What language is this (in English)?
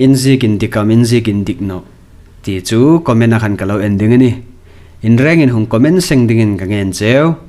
Hmar